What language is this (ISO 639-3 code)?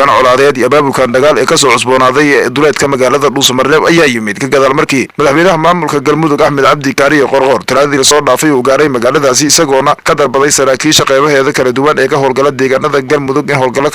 som